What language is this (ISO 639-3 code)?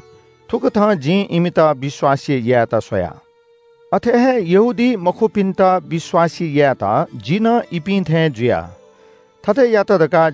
new